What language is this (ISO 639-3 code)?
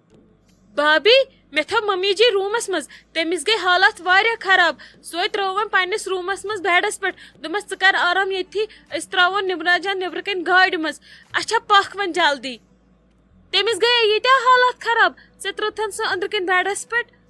kas